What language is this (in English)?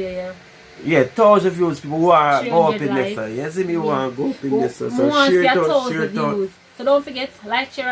Jamaican Creole English